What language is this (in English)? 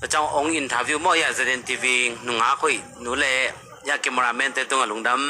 Tedim Chin